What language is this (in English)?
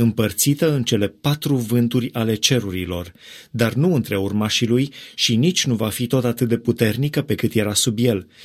Romanian